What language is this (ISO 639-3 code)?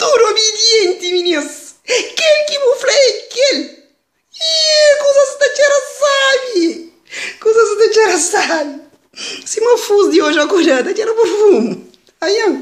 kea